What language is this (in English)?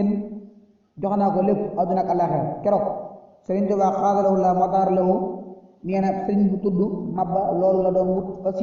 Wolof